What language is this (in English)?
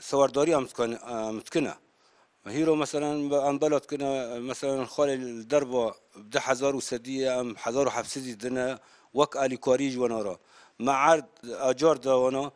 Kurdish